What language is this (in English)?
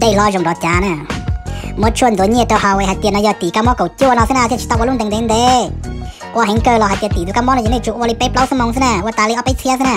Hmong